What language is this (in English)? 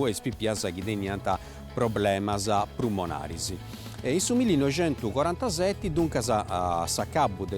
Sardinian